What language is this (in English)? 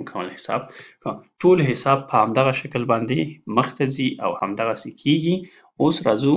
Pashto